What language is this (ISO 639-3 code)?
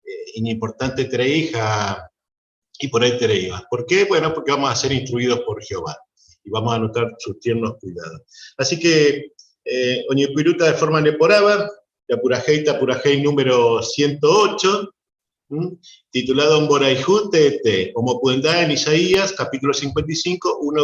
grn